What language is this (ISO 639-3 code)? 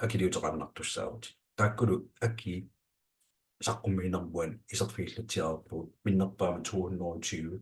kal